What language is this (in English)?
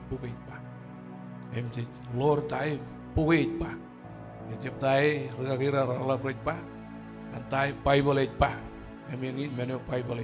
Marshallese